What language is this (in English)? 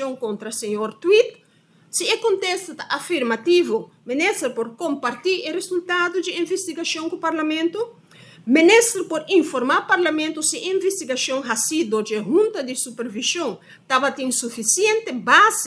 Papiamento